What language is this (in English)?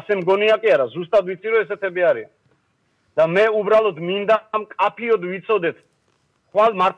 Georgian